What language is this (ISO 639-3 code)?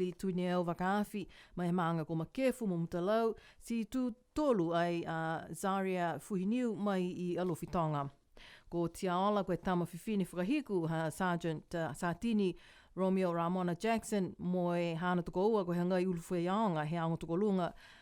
niu